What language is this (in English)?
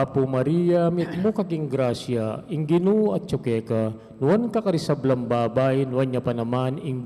Pampanga